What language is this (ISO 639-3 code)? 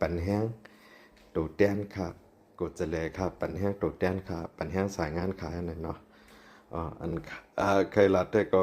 shn